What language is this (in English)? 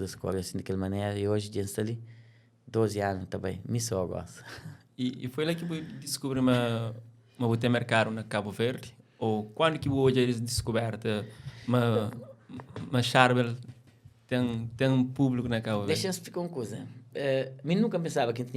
Kabuverdianu